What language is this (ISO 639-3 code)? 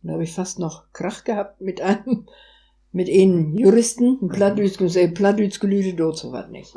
wep